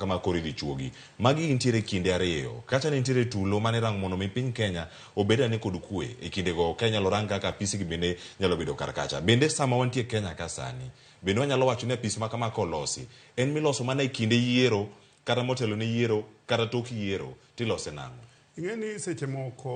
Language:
Luo (Kenya and Tanzania)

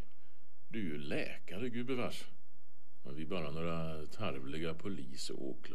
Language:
Swedish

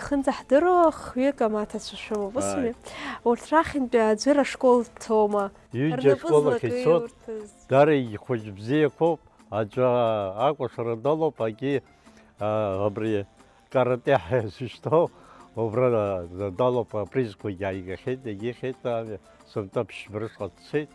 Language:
Abkhazian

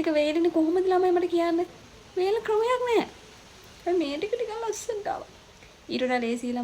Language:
Sinhala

